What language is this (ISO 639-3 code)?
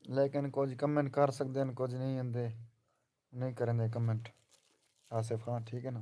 skr